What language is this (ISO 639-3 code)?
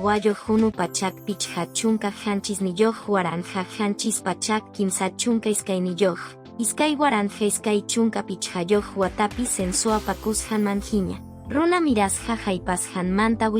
que